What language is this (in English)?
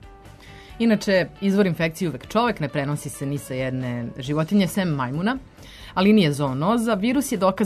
Serbian